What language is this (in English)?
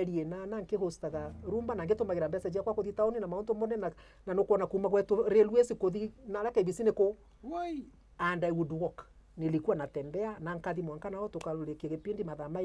Meru